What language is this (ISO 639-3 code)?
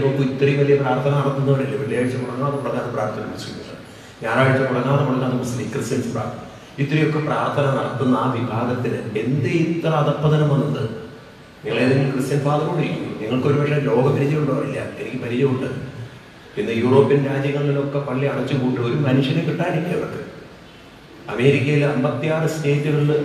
mal